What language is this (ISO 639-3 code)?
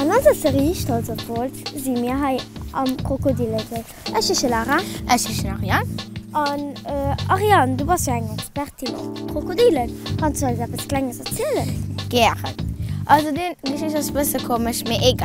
ltz